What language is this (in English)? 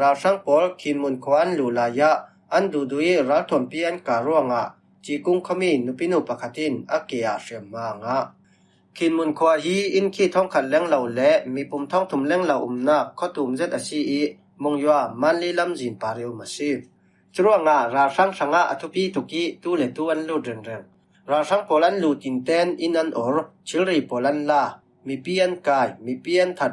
Falam Chin